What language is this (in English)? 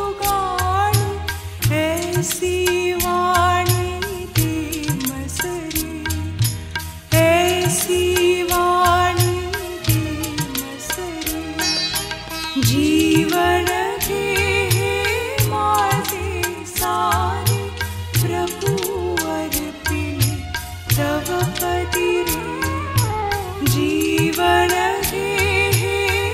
Marathi